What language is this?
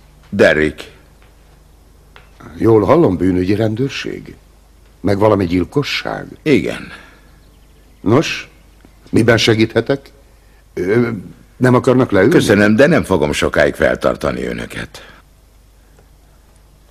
Hungarian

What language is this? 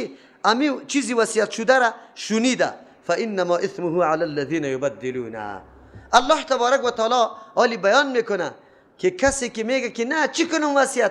Persian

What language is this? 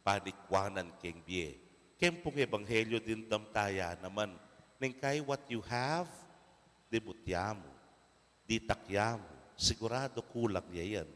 Pampanga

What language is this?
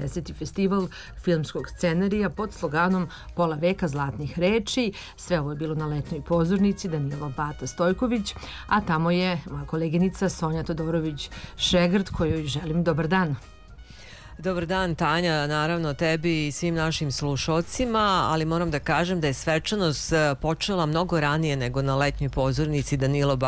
Serbian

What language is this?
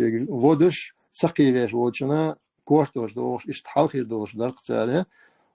Chechen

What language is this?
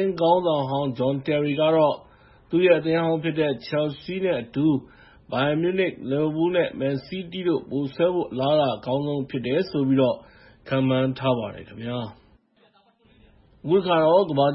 Burmese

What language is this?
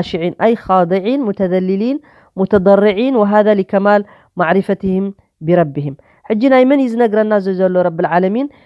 Tigrinya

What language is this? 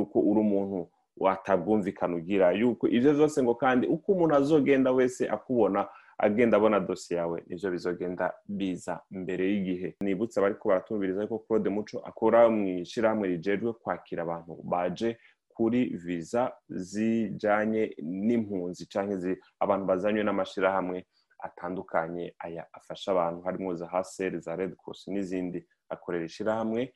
Rundi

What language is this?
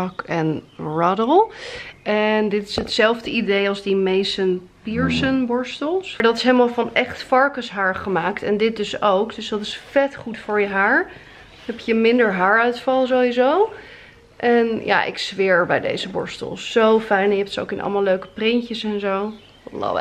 Dutch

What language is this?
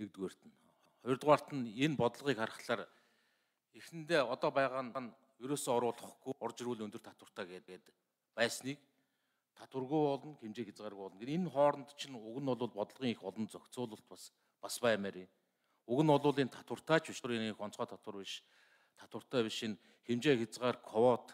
Mongolian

